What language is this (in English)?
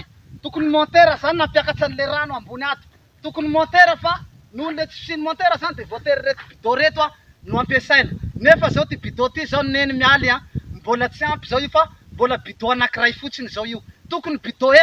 Malagasy